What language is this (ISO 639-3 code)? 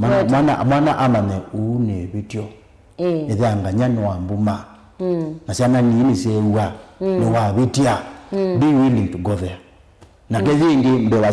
kam